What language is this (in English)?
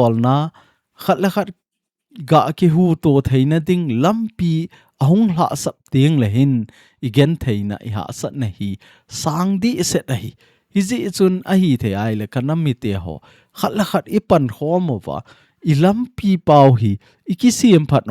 Thado Chin